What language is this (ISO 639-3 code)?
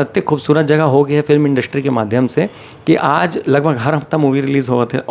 hne